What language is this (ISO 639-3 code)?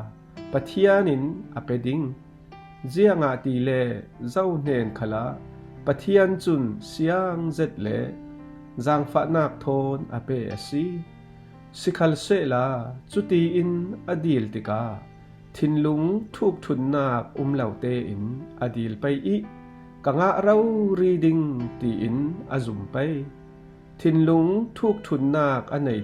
cfm